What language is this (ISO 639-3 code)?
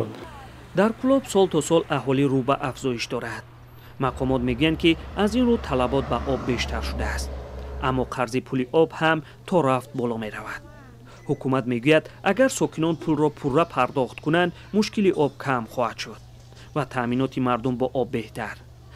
tgk